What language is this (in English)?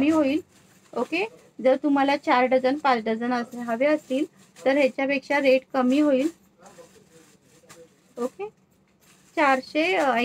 Marathi